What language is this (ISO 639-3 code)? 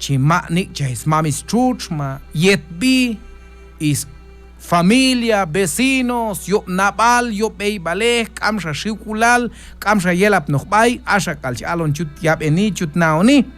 kjb